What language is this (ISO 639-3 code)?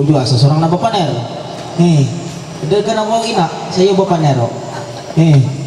mhy